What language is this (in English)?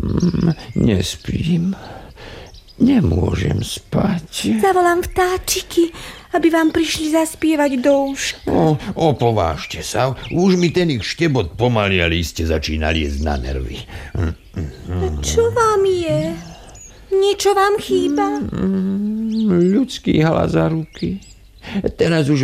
Slovak